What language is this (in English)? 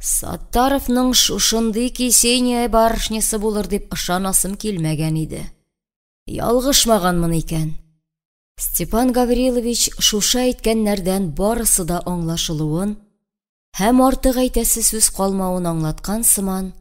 Tatar